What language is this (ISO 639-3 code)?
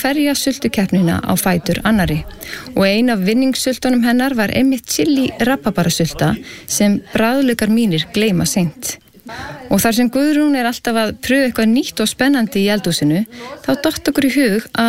isl